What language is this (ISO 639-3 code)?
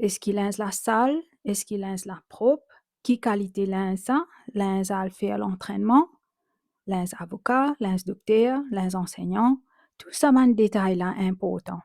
mfe